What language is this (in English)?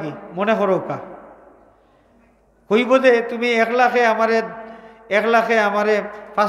Sylheti